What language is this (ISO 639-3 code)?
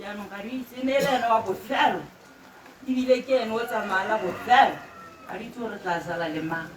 tsn